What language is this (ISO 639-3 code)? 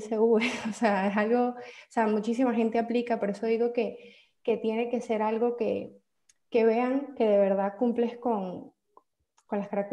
spa